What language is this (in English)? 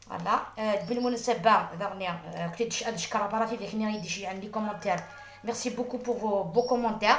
Algerian Arabic